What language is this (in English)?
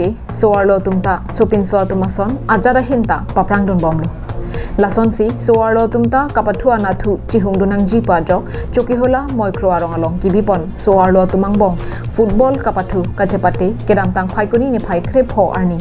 Karbi